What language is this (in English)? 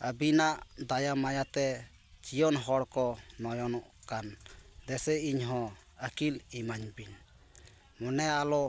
Santali